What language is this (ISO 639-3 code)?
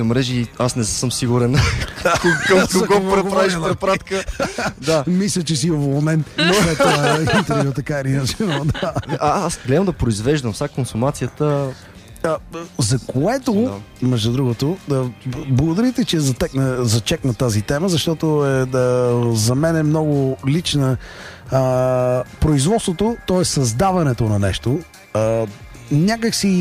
bul